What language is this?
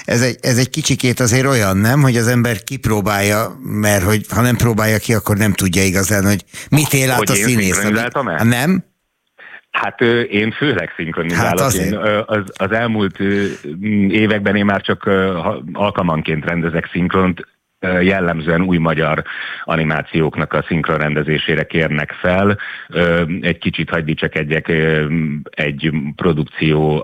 Hungarian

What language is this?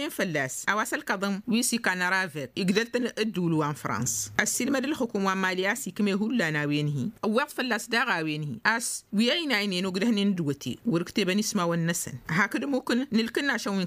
Tamasheq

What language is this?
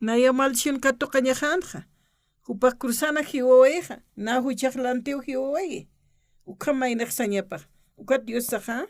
Aymara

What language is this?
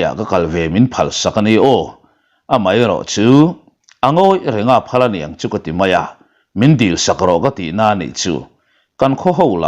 Mizo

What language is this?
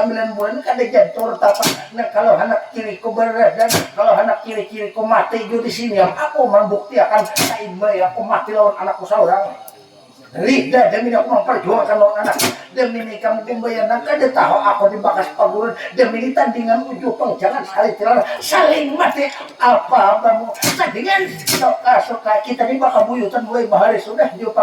Banjar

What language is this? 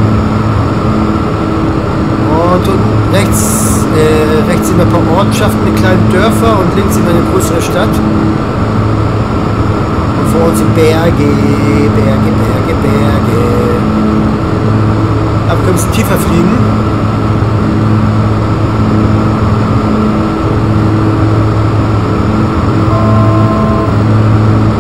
German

